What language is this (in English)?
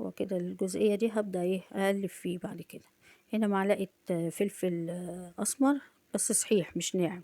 Egyptian Arabic